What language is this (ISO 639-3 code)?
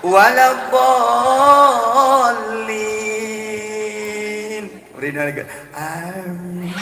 ace